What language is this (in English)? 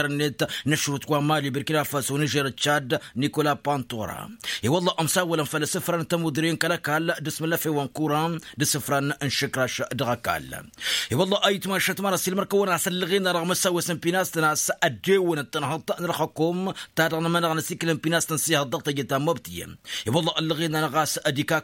Tamasheq